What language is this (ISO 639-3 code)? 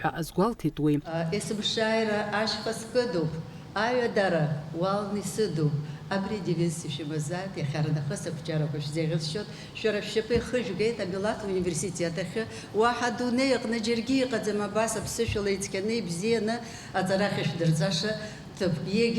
abk